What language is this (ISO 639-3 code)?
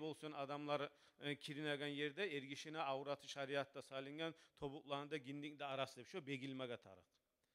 kum